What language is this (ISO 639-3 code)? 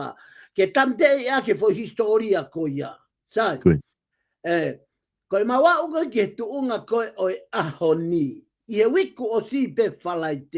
ton